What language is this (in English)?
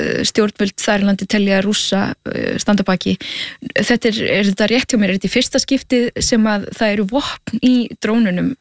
Icelandic